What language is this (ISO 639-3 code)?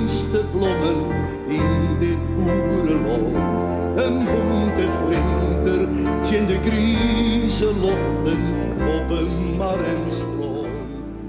fry